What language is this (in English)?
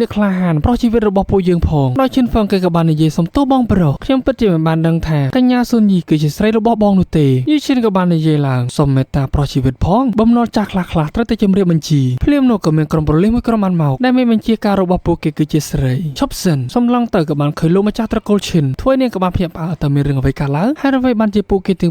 Khmer